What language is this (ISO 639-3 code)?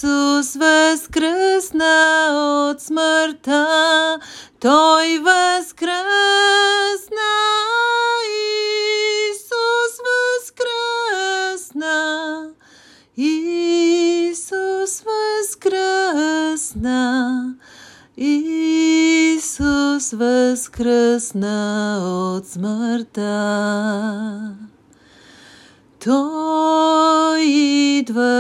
bul